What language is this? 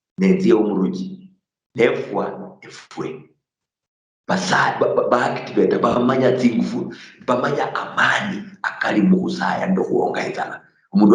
Luyia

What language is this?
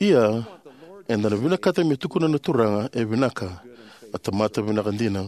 Fijian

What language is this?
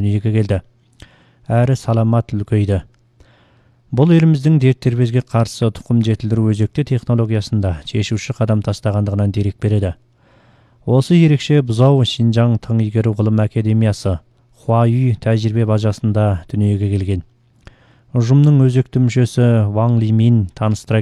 Kazakh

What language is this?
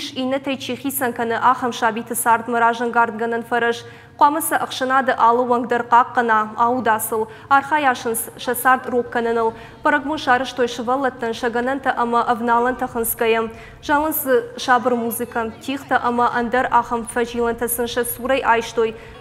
Ossetic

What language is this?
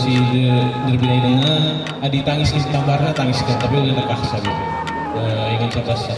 Batak Karo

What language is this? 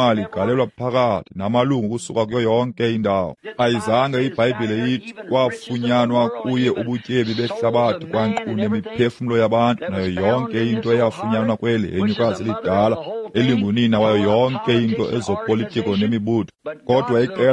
Xhosa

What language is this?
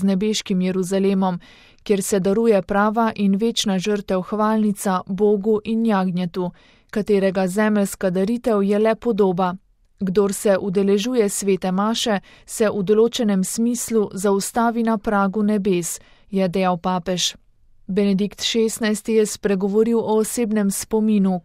Slovenian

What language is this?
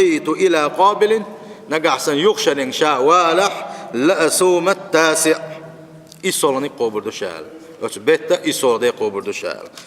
Chechen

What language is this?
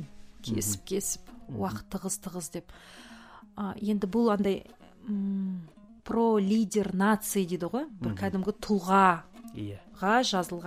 Kazakh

